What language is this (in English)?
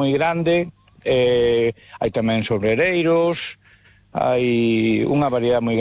Galician